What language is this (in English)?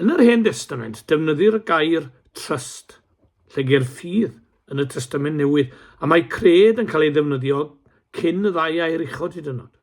Welsh